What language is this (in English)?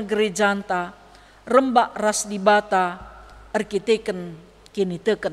Batak Karo